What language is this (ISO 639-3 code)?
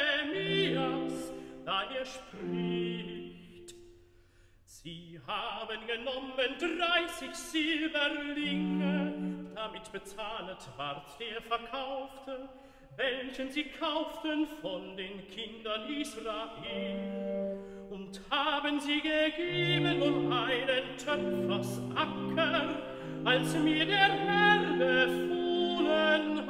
deu